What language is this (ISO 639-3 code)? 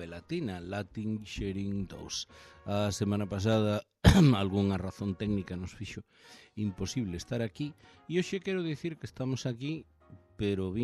glg